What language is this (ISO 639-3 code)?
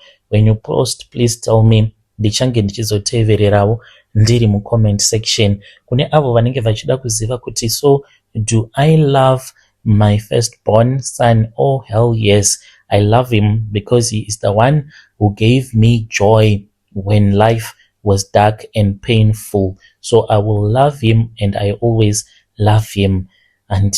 sna